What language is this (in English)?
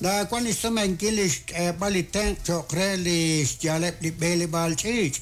Kekchí